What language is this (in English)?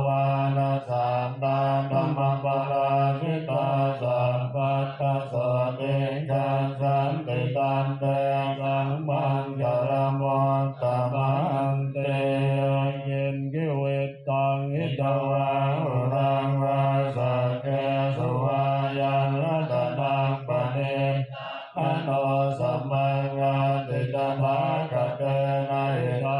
Pali